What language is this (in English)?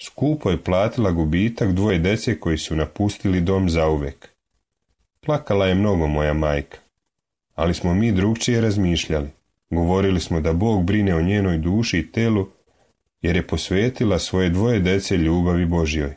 Serbian